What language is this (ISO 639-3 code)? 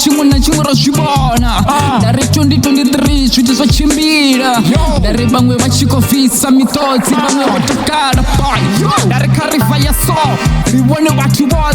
ven